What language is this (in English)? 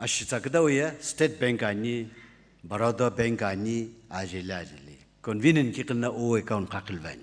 Sumi Naga